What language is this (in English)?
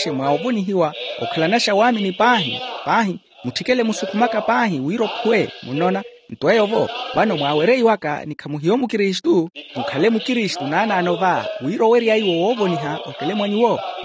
Makhuwa